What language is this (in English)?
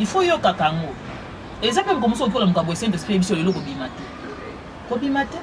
Lingala